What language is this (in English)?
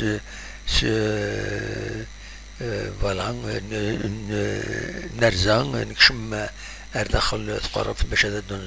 Kabyle